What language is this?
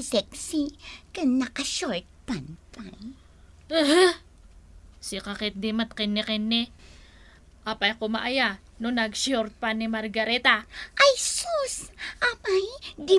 Iloko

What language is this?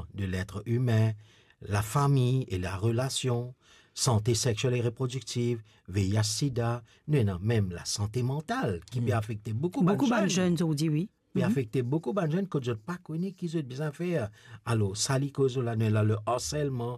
Morisyen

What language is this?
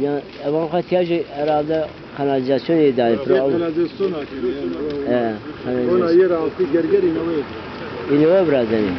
Zaza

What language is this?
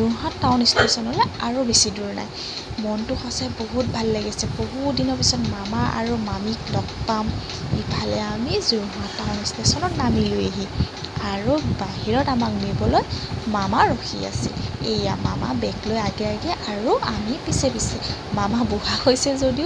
Assamese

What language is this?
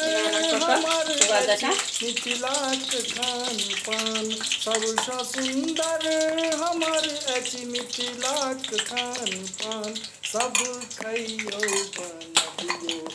Maithili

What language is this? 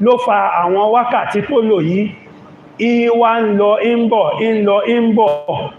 Yoruba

